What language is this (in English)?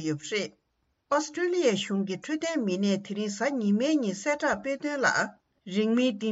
Tibetan